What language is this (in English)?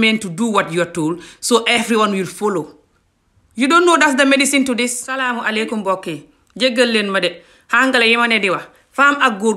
Wolof